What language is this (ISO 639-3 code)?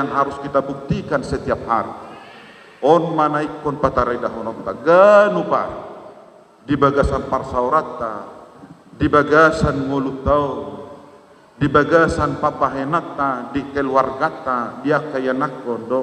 bbc